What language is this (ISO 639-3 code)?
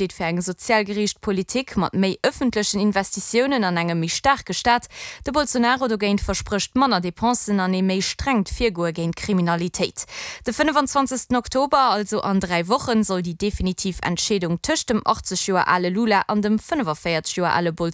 ltz